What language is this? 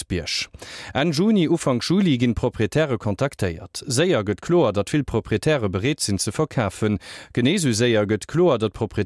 Luxembourgish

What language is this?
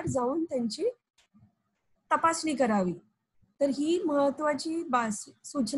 Marathi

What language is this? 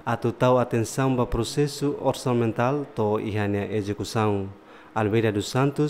Tetum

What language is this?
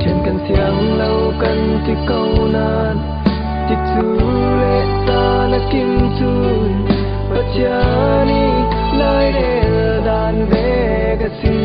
Falam Chin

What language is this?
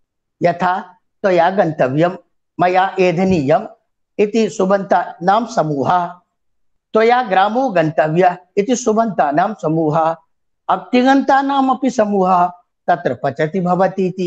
Sanskrit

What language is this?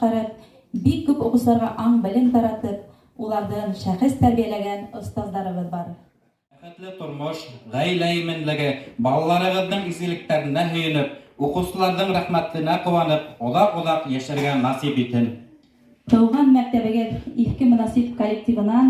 Bashkir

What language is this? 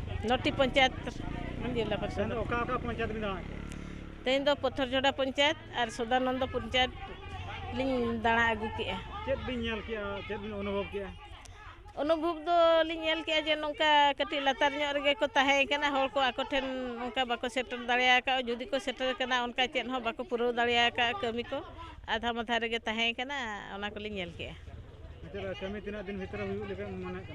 Santali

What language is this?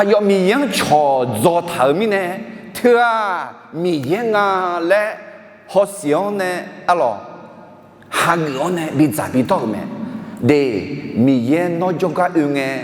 Akha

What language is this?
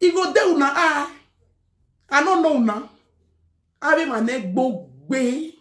Nigerian Pidgin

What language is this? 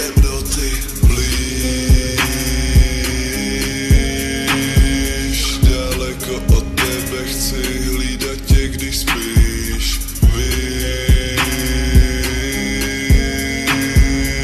Czech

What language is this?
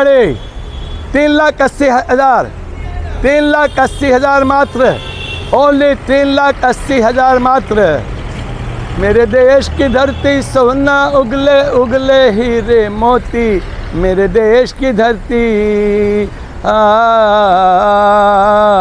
Hindi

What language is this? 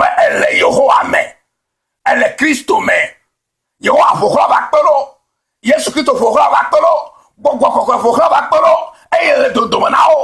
Ewe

